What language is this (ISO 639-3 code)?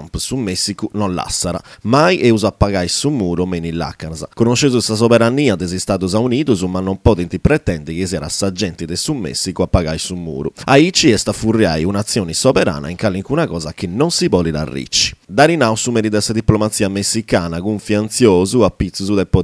srd